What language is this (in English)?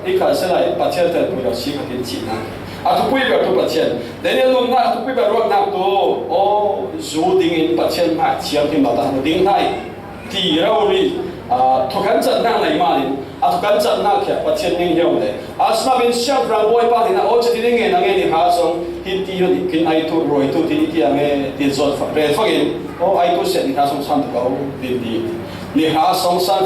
Falam Chin